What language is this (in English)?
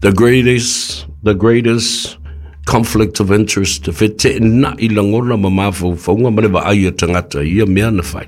Samoan